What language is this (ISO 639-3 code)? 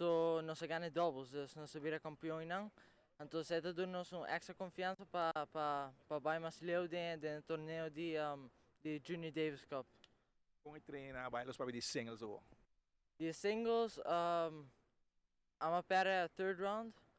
pap